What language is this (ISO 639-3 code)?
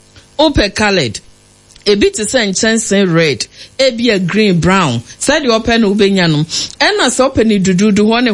aka